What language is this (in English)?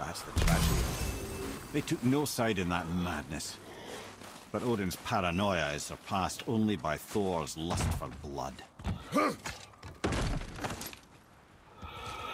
English